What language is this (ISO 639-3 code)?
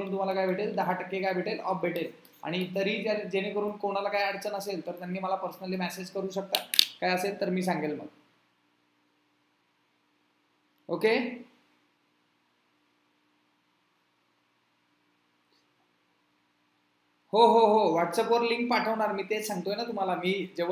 mar